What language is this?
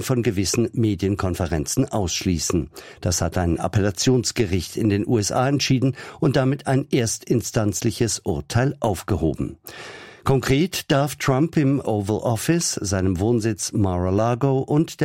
German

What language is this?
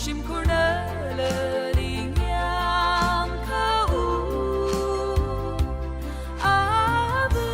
Tangkhul Naga (India)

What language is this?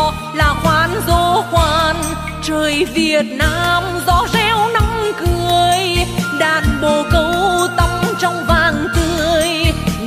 Vietnamese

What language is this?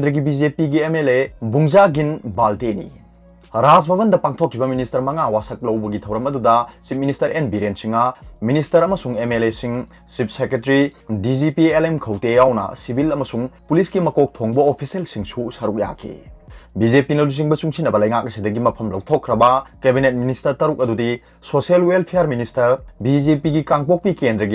Manipuri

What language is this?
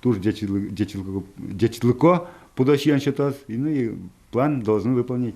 Udmurt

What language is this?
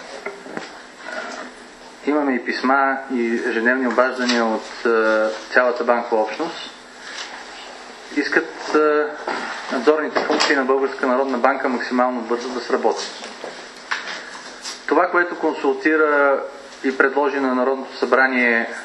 Bulgarian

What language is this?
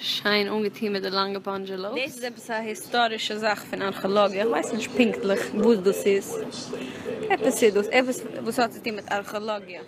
Yiddish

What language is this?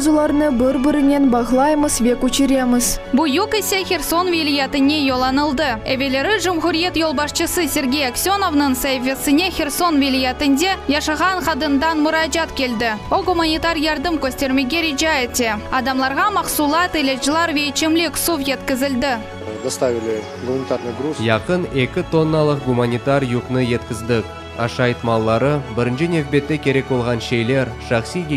Crimean Tatar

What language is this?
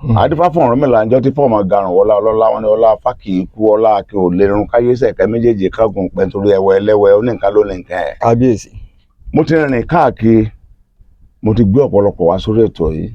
Yoruba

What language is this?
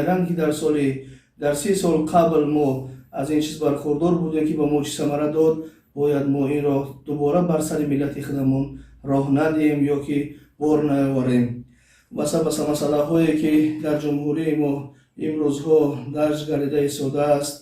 Tajik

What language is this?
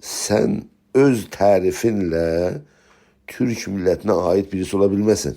South Azerbaijani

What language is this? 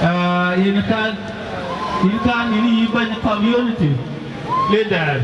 Dinka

